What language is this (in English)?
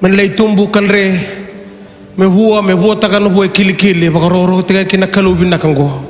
Fijian